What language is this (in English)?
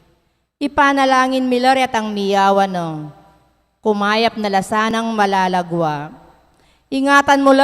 Pampanga